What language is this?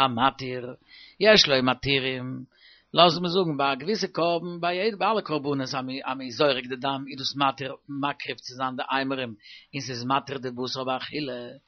Yiddish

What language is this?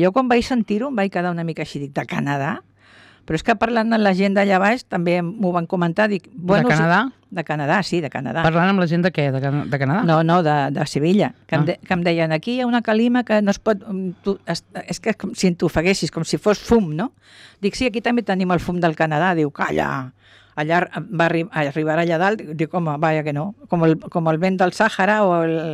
Catalan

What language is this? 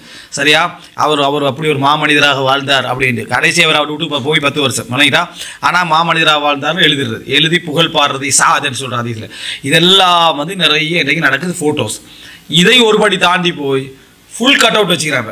Tamil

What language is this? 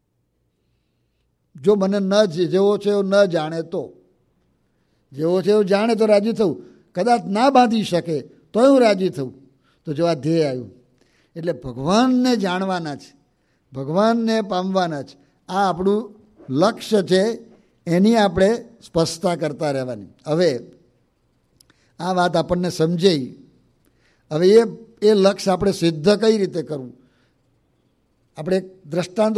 Gujarati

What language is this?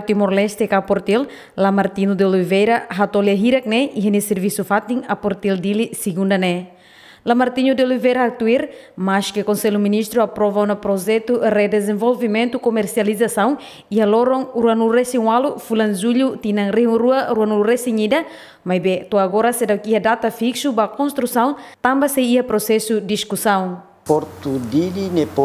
Tetum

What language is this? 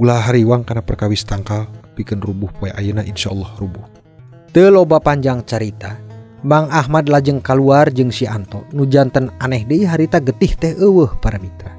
Sundanese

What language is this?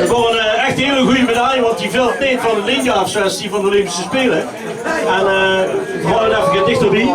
Limburgish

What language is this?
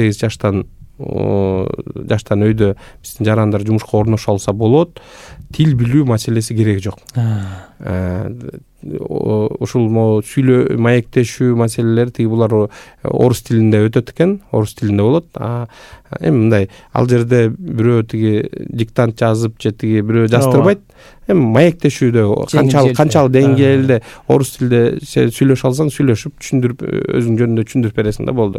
Kyrgyz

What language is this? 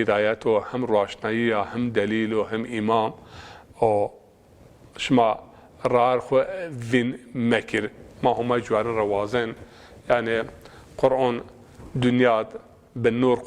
Zaza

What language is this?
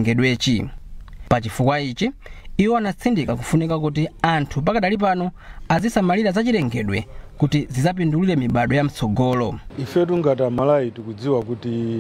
Nyanja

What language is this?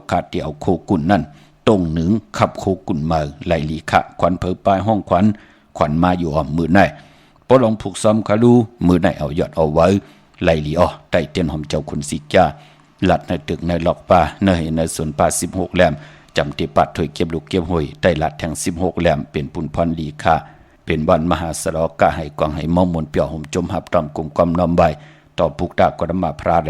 Shan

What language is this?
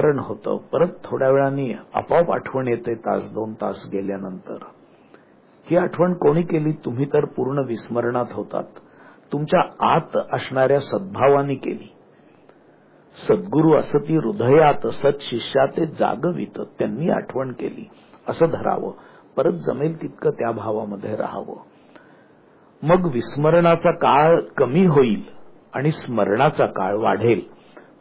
Marathi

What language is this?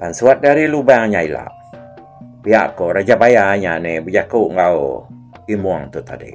Iban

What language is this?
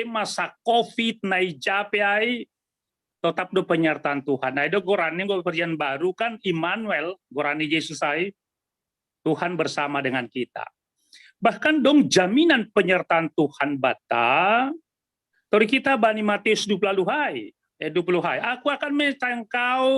Batak Simalungun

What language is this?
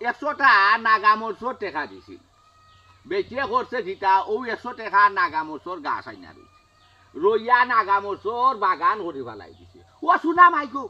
Sylheti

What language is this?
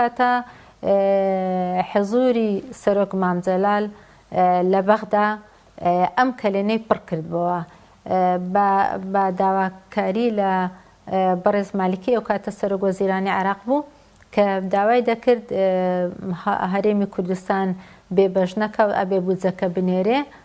Central Kurdish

